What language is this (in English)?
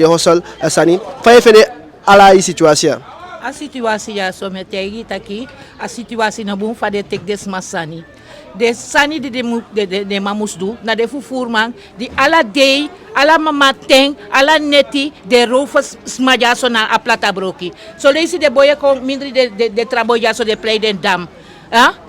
Eastern Maroon Creole